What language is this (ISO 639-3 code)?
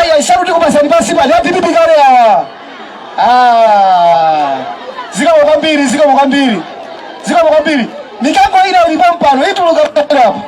nya